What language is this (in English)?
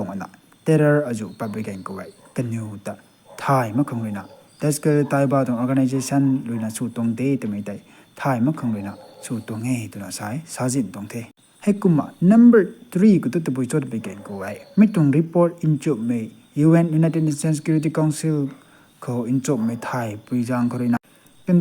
Rongmei Naga